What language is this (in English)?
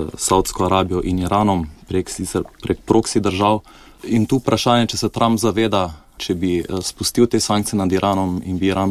Slovenian